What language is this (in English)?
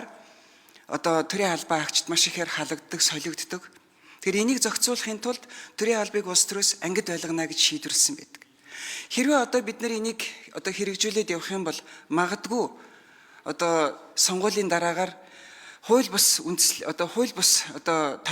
Mongolian